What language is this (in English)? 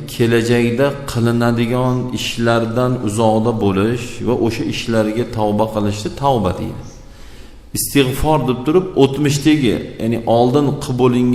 Uzbek